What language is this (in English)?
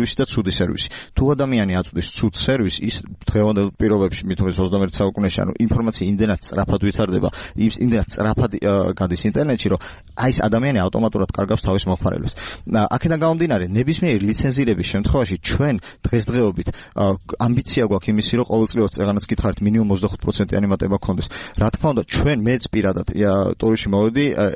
Georgian